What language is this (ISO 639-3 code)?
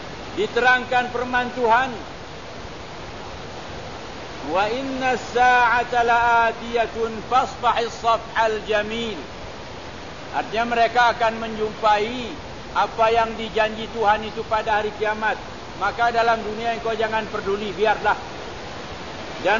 msa